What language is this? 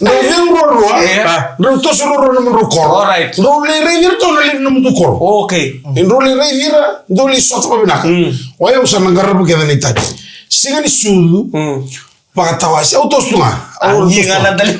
Fijian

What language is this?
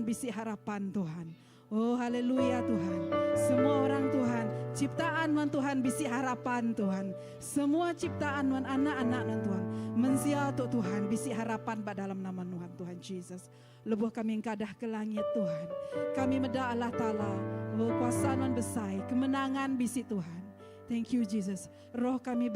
Iban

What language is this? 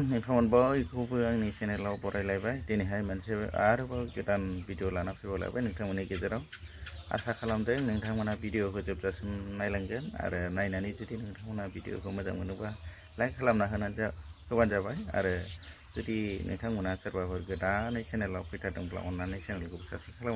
Bodo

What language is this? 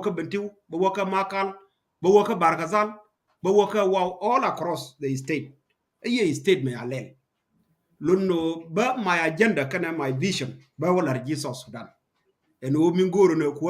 Nuer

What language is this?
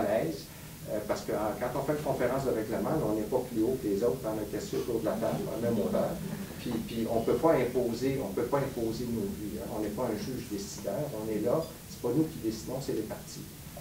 French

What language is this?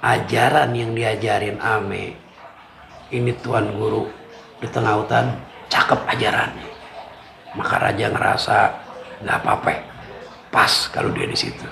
Betawi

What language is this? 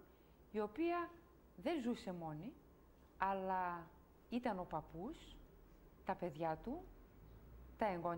Greek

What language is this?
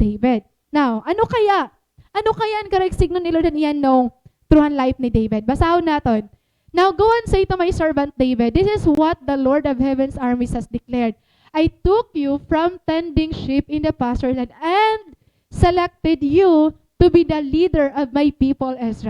Waray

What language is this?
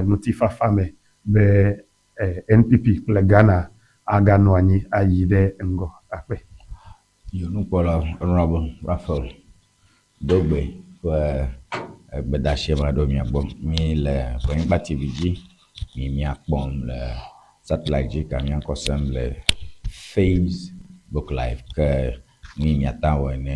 Ewe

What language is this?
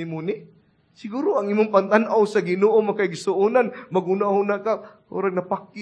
Cebuano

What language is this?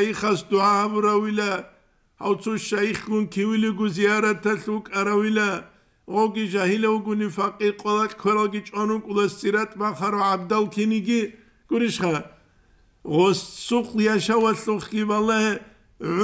Avaric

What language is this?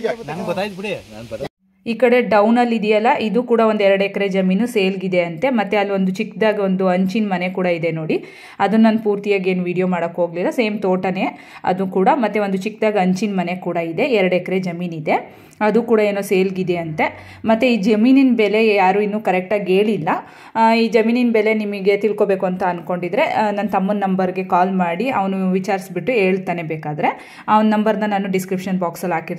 Kannada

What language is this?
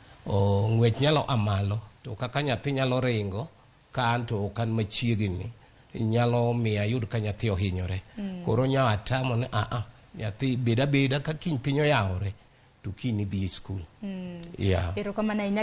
Luo (Kenya and Tanzania)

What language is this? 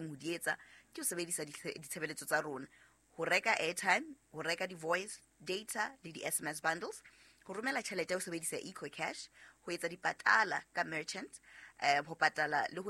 Southern Sotho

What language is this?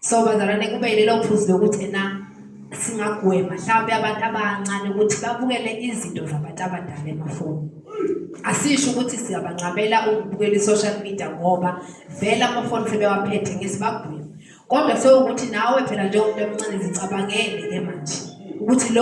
Zulu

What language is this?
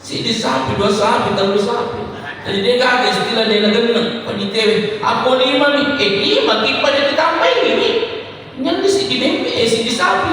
Buginese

